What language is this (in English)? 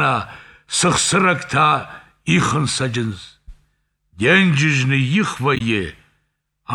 Ossetic